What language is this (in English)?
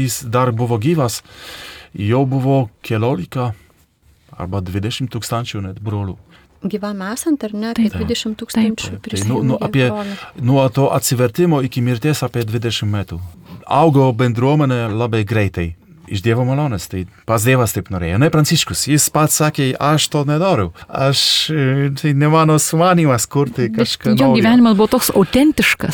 Lithuanian